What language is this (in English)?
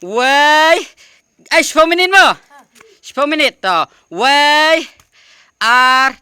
Khasi